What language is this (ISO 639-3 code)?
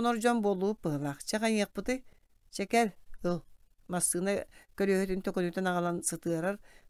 sah